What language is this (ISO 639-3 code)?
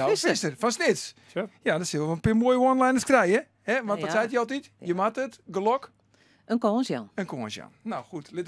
fry